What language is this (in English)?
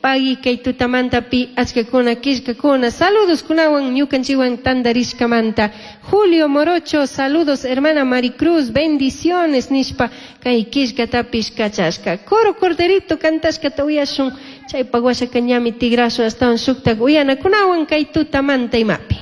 Chimborazo Highland Quichua